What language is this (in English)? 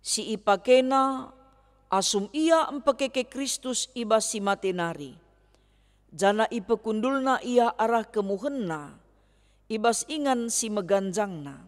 Batak Karo